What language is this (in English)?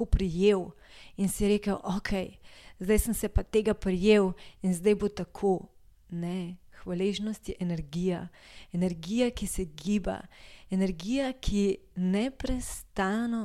Slovenian